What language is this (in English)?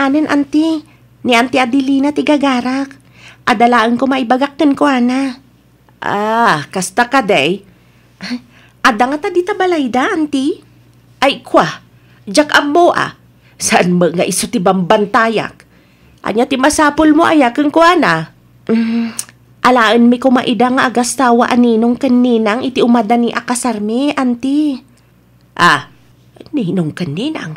Iloko